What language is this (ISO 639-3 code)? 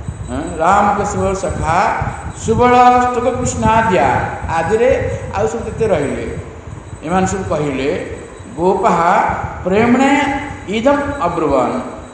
ori